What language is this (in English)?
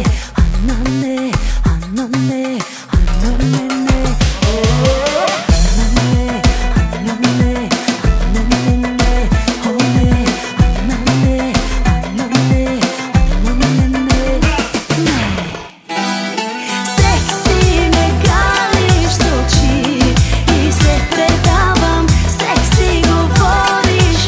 Bulgarian